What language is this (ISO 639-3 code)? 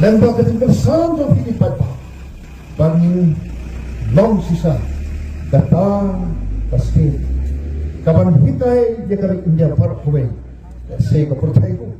kha